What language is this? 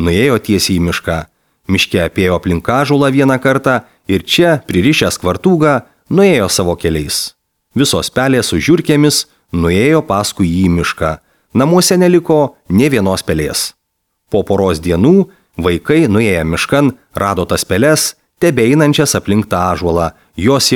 Lithuanian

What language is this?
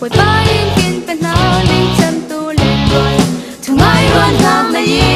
Falam Chin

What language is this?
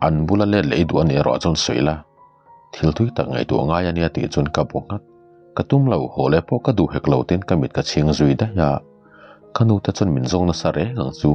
Mizo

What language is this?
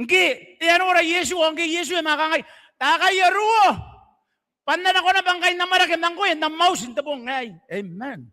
Gilbertese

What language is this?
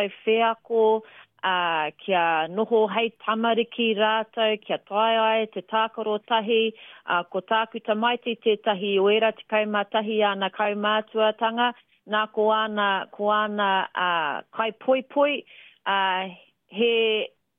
Māori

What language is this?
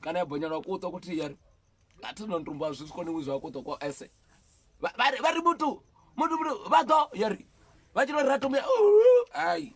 Venda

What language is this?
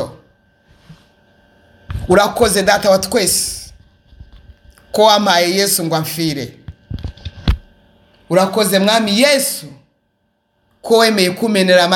Kinyarwanda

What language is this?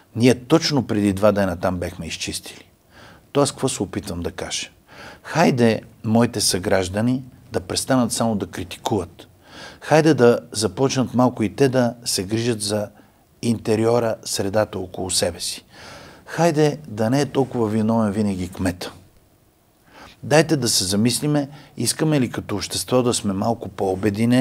Bulgarian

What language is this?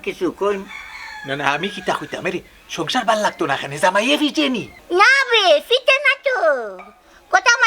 Sylheti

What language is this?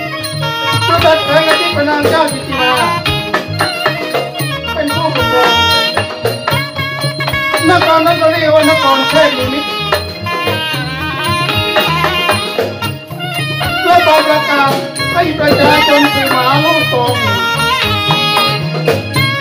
Thai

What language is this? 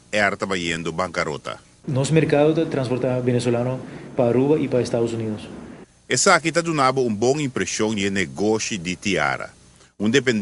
Papiamento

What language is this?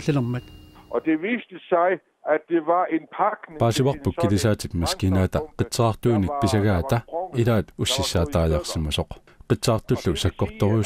Kalaallisut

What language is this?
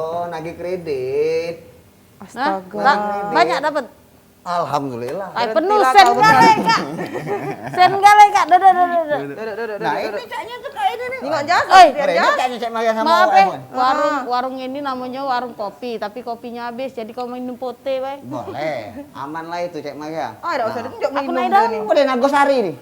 Musi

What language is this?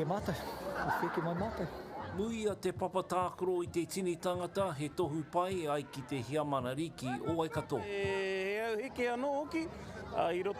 Māori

